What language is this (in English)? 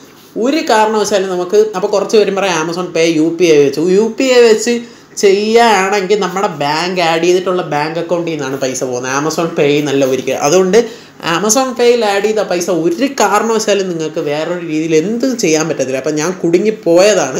Malayalam